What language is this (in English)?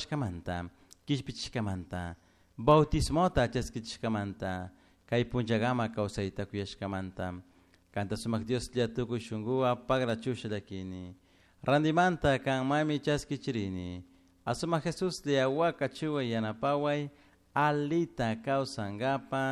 Chimborazo Highland Quichua